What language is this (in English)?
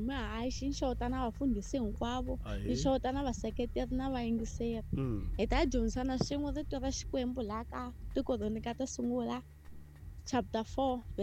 Tsonga